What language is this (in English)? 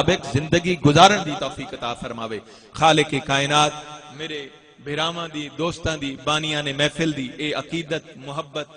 Saraiki